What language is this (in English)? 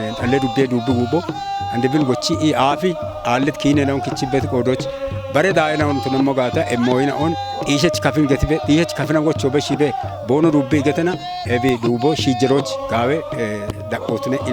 Kafa